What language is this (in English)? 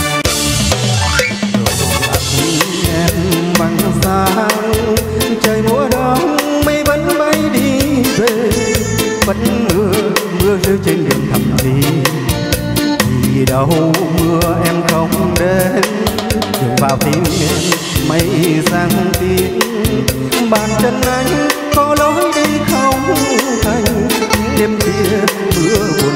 Vietnamese